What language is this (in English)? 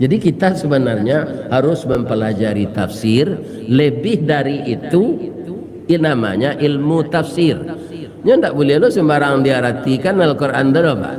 Minangkabau